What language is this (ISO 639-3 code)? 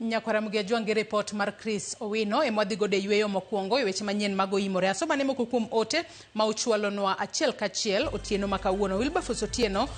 luo